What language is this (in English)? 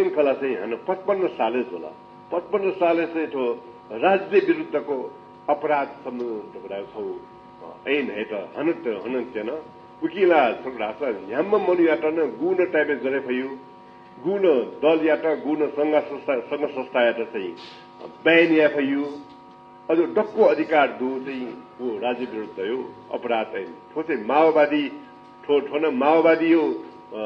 Newari